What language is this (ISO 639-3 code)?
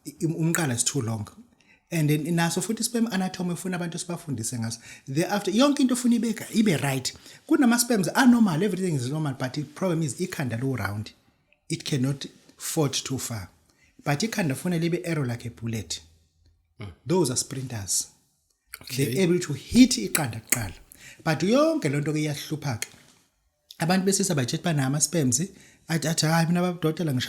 zul